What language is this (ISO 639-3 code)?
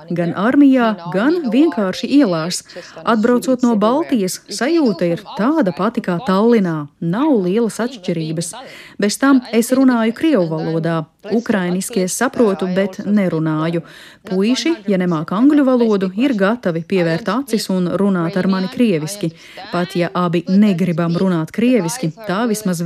lav